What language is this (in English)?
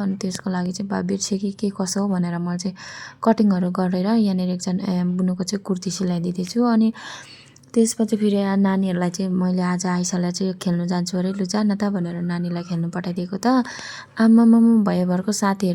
Nepali